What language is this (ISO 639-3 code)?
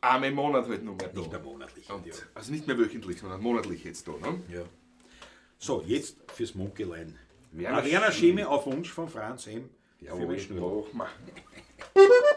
bar